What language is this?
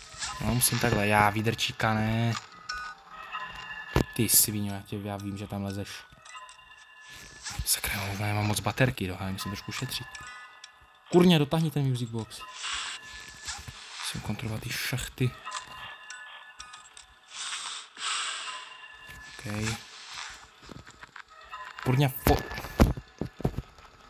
Czech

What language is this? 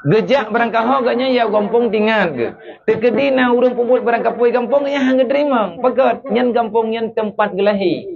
Achinese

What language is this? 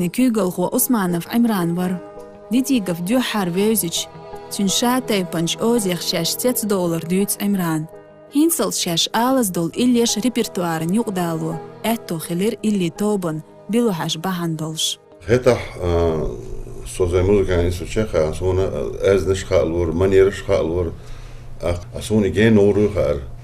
Chechen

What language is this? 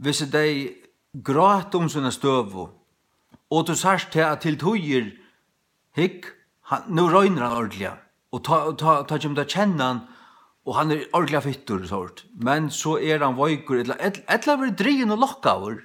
Faroese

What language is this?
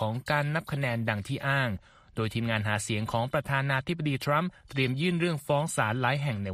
Thai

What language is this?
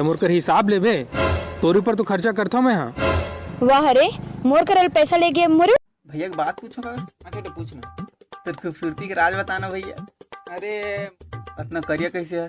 Chhattisgarhi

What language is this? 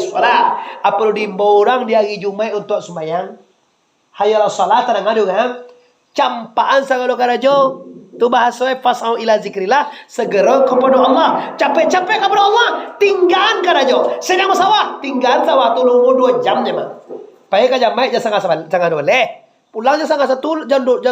Minangkabau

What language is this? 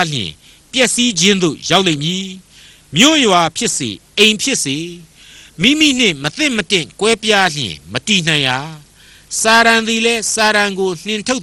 Burmese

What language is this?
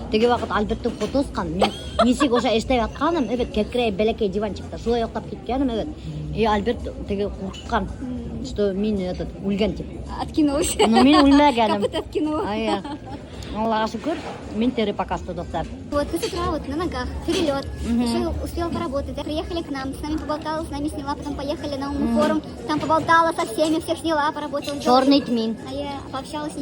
Bashkir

